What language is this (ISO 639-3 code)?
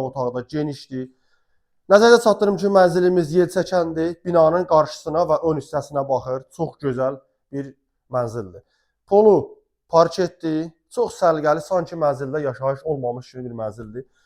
aze